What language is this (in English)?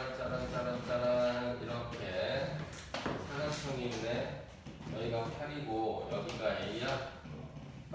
Korean